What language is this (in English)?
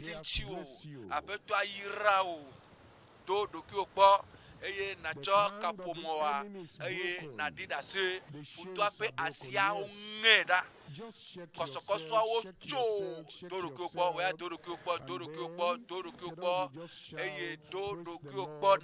Ewe